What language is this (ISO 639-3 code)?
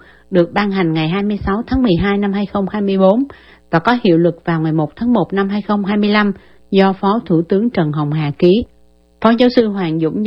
vie